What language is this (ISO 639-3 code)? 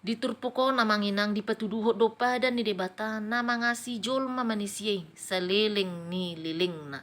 bbc